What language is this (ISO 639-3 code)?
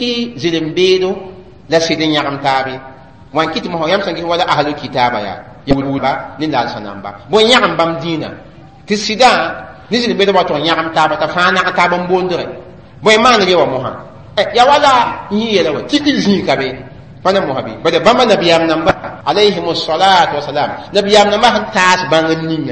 mos